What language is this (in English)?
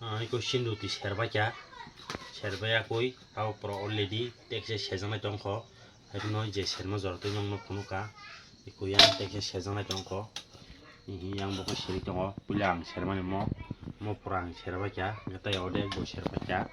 Kok Borok